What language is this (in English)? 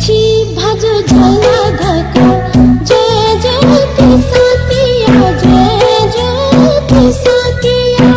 Newari